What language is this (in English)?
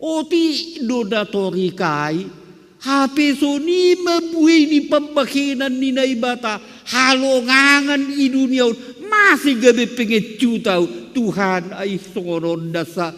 Batak Simalungun